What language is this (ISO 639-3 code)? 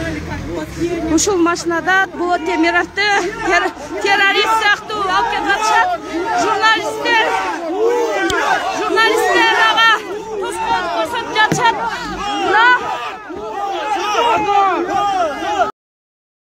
kir